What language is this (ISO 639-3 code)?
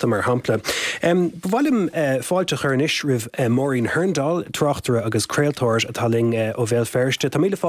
gle